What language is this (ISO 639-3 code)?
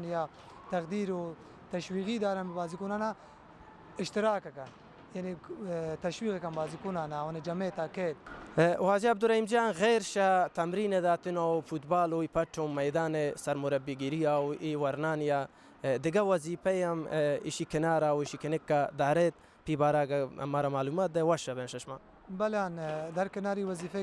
bal